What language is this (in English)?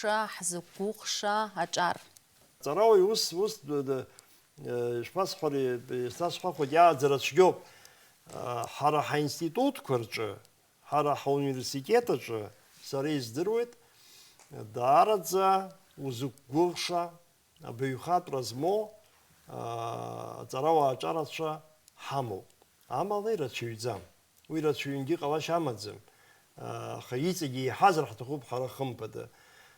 Abkhazian